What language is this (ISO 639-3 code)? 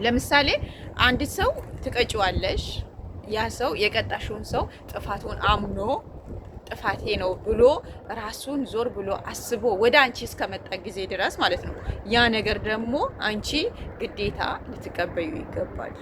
amh